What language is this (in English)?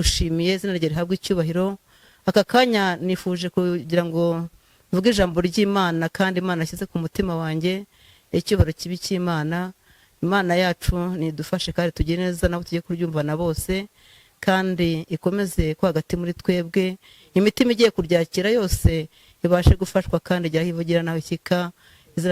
Kinyarwanda